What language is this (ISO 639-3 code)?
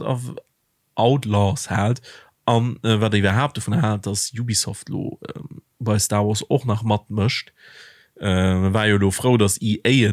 ltz